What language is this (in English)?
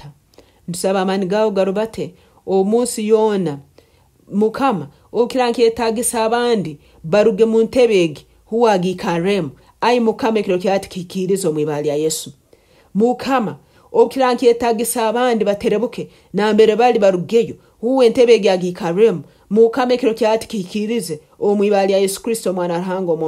Nyoro